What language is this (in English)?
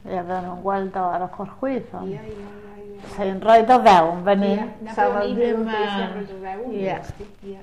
Welsh